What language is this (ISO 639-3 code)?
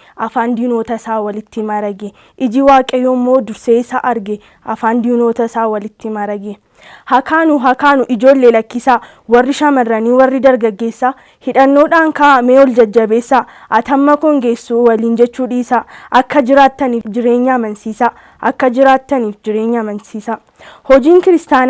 orm